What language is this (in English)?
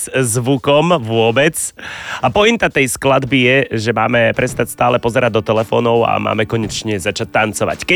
Slovak